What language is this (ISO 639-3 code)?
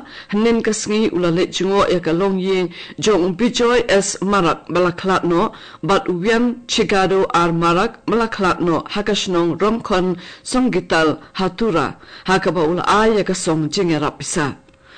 kha